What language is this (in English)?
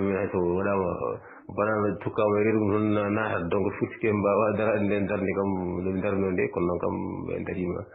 Fula